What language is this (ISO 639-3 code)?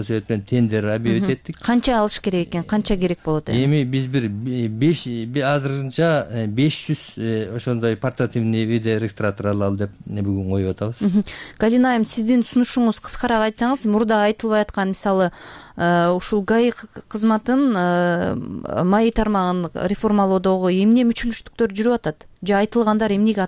kir